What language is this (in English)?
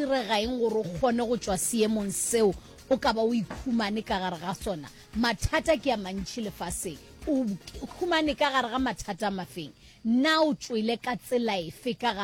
Northern Sotho